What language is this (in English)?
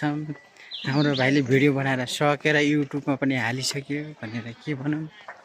Nepali